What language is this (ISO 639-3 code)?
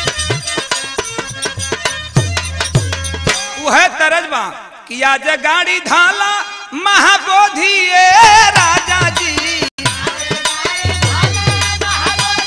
bho